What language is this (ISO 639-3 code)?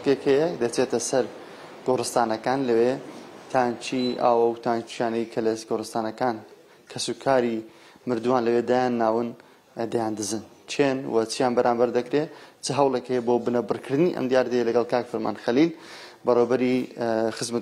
ckb